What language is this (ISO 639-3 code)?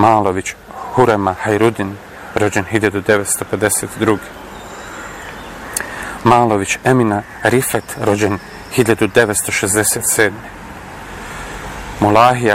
bos